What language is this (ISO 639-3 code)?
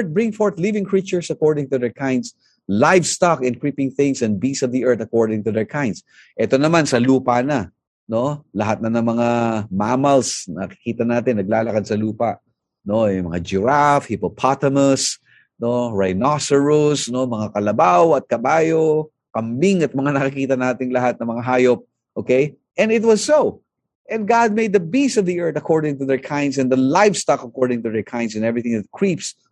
fil